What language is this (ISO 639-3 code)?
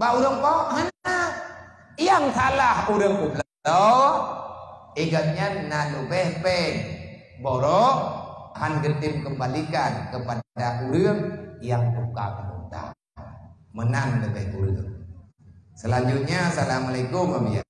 ace